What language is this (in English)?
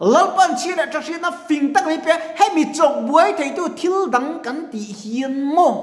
Mizo